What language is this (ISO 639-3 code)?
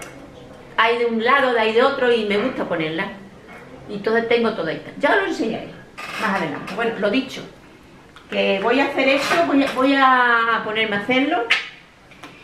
spa